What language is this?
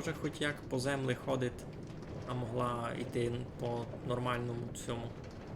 Rusyn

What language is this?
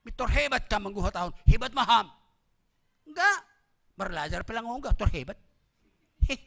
Batak Simalungun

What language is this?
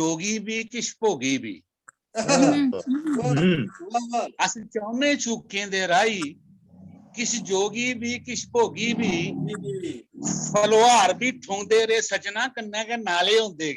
Dogri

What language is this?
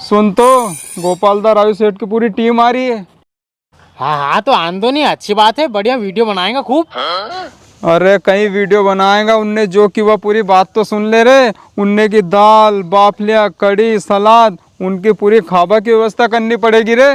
Rajasthani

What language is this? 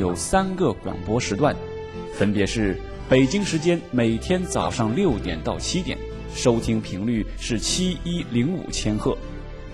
Chinese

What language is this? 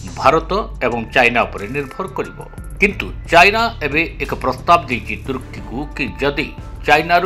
Odia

